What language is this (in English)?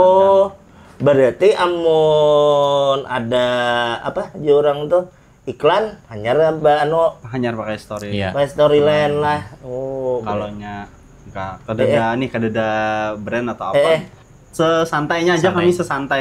Banjar